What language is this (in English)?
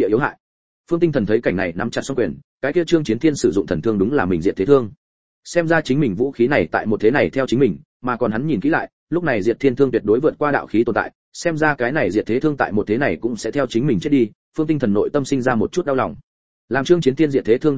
Vietnamese